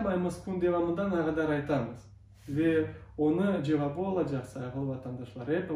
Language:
Crimean Tatar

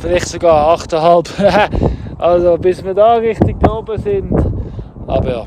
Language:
Swiss German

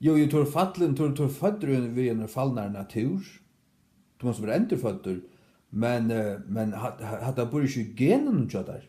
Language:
Faroese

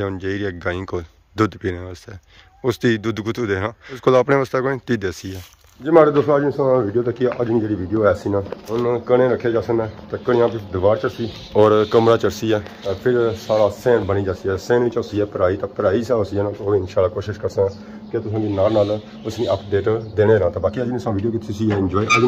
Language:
Pahari-Potwari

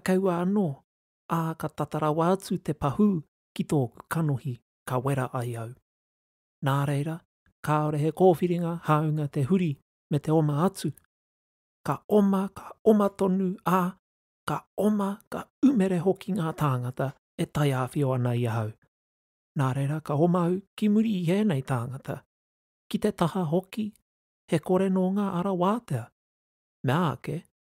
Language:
Māori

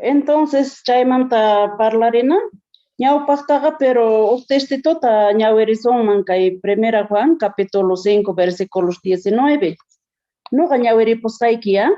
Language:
South Bolivian Quechua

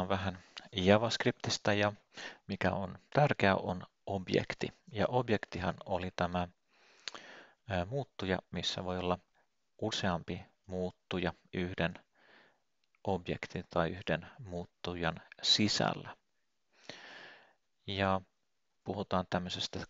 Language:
Finnish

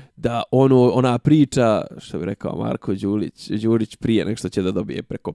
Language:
Bosnian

